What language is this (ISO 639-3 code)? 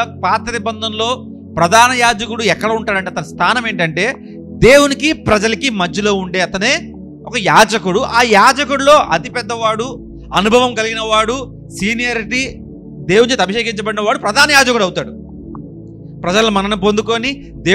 tel